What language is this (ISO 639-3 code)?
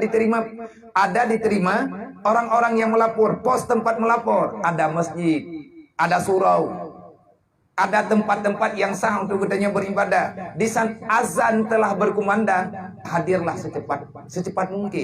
ace